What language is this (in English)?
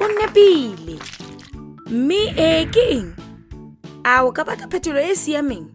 Tswana